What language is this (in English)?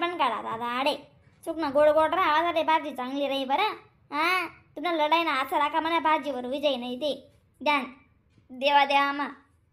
Khandesi